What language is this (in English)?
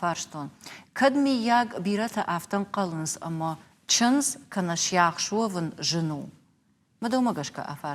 Ossetic